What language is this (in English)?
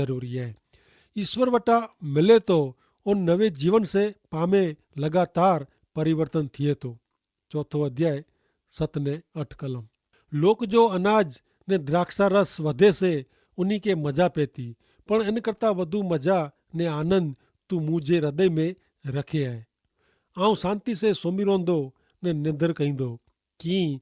Kachhi